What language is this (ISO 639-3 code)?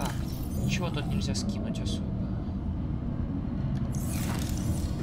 rus